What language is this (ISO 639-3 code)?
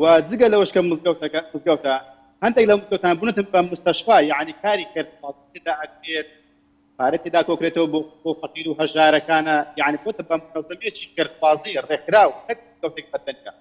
ckb